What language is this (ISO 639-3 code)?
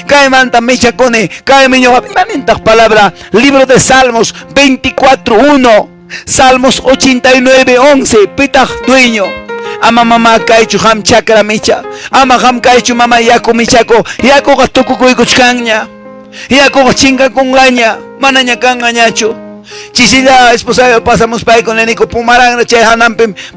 que